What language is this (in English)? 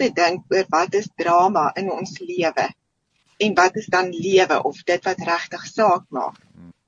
Afrikaans